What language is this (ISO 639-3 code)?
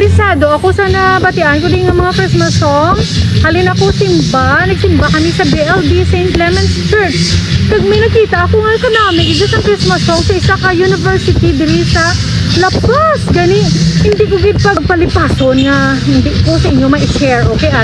hil